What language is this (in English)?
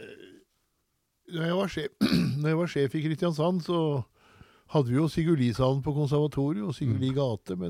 Norwegian